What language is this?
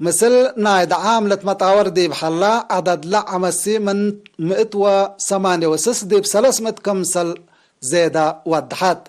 Tigre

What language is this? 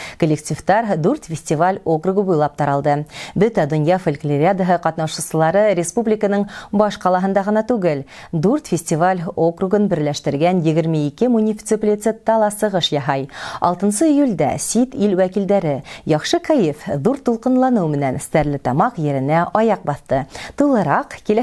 Bashkir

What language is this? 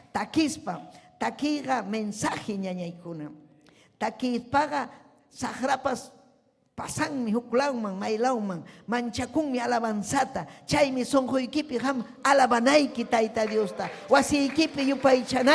Ayacucho Quechua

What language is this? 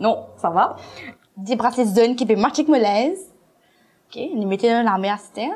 Morisyen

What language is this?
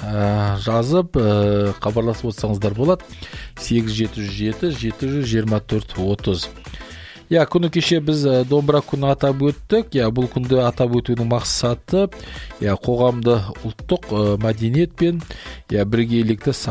Kazakh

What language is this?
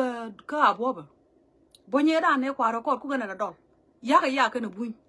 Nuer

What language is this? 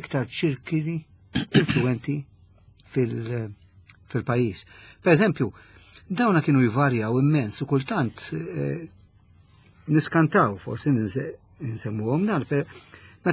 Maltese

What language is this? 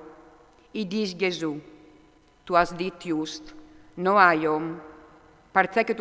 Friulian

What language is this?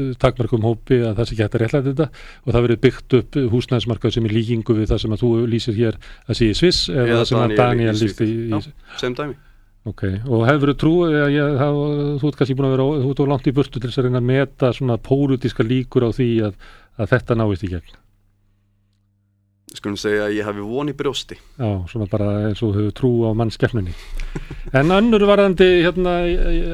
Icelandic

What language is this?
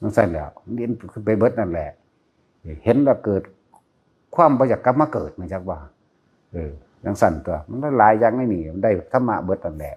Northeastern Thai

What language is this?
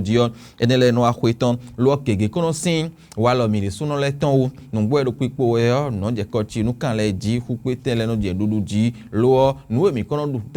Fon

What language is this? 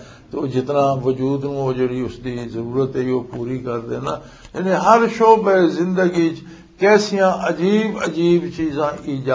Western Panjabi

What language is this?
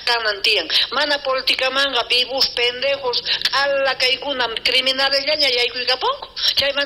South Bolivian Quechua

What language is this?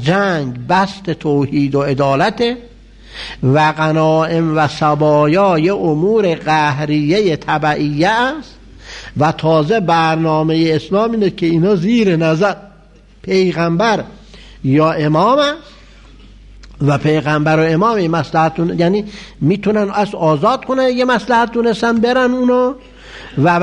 Persian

